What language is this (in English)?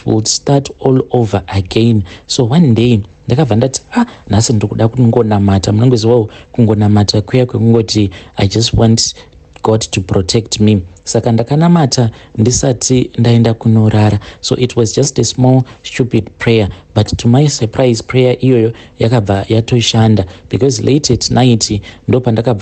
Shona